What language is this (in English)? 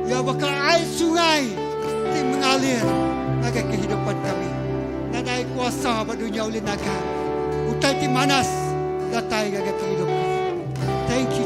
Iban